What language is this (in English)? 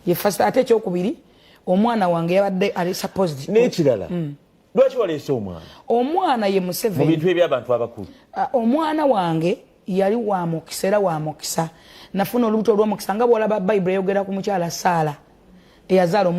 Ganda